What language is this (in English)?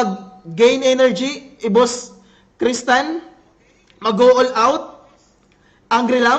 Waray